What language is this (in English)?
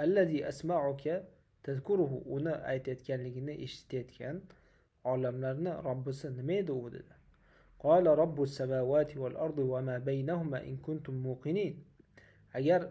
Uzbek